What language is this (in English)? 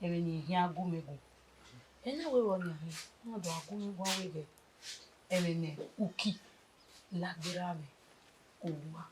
Bini